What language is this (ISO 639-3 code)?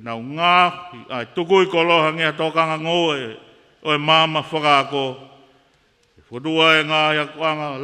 ton